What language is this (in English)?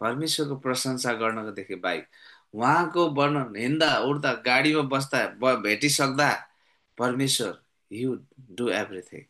Nepali